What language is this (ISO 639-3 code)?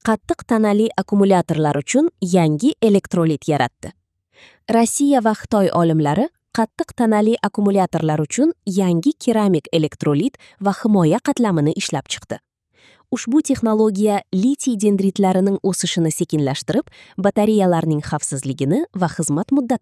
uzb